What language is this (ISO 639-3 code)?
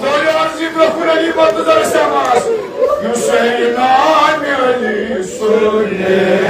kas